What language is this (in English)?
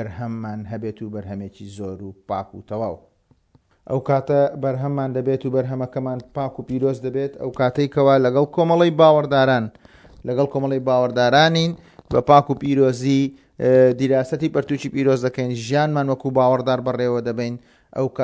Central Kurdish